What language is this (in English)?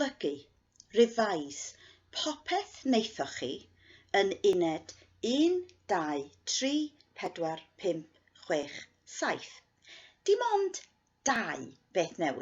Welsh